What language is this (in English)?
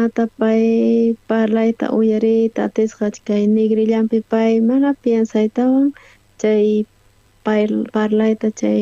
South Bolivian Quechua